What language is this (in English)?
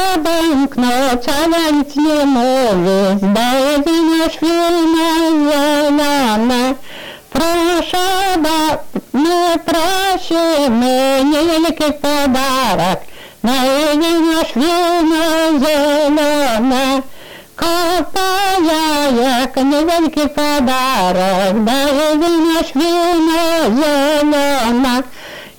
Polish